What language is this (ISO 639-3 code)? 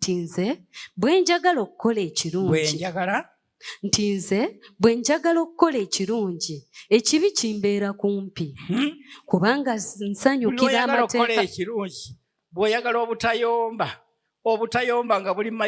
lug